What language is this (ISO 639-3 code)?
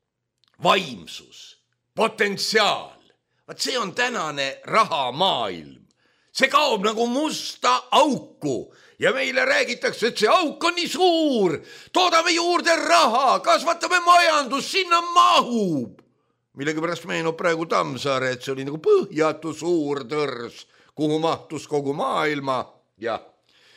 est